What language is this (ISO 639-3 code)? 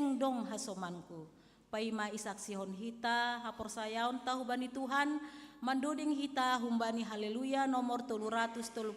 bts